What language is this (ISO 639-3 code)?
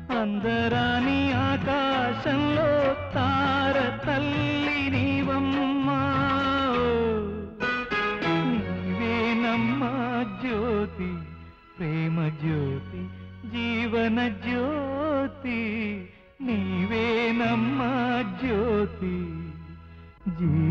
tel